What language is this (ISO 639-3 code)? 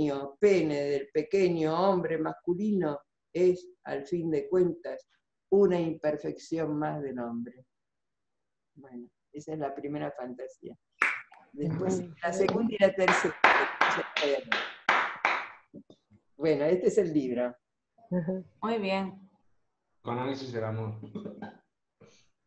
spa